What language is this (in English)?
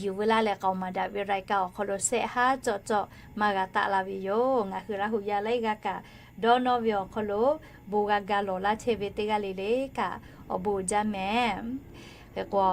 Lahu